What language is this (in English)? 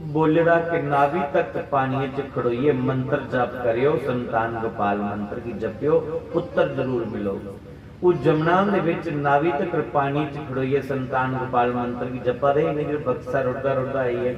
Dogri